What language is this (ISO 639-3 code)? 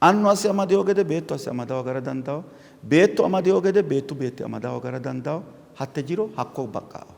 sid